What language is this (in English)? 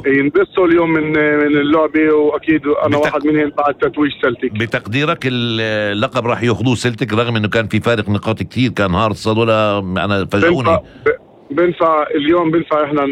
North Levantine Arabic